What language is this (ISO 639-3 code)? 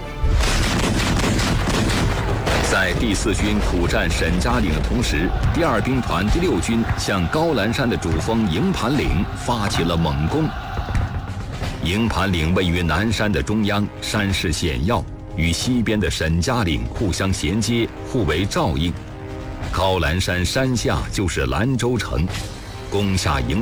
zho